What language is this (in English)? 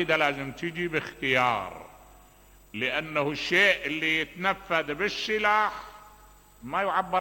Mesopotamian Arabic